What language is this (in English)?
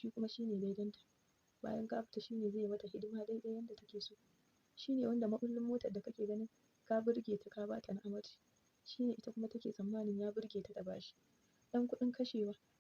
Hausa